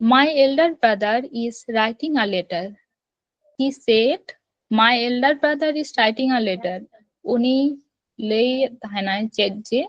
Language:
Santali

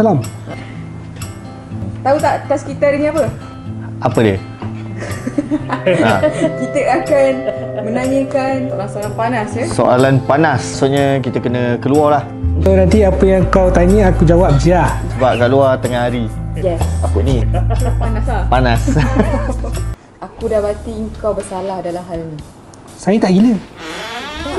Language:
Malay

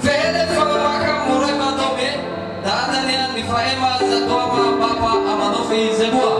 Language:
Nias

